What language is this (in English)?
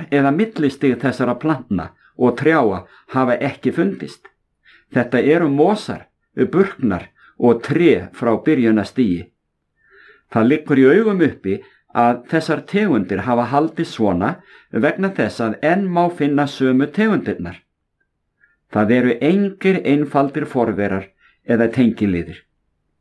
Icelandic